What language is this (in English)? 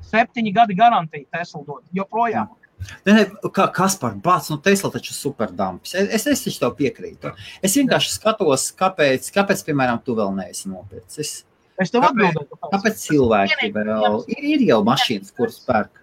Latvian